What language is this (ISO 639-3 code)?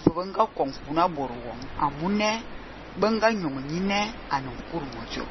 fan